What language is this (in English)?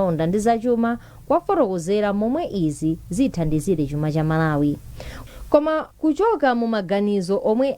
Nyanja